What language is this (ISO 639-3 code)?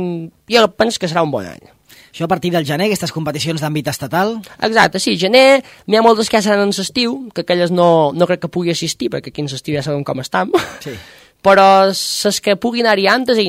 cat